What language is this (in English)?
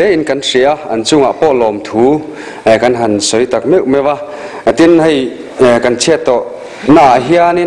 Mizo